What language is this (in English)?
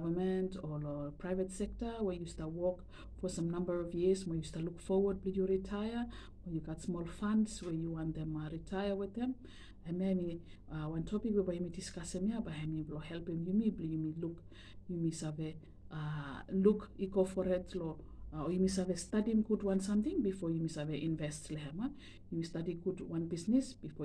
Bislama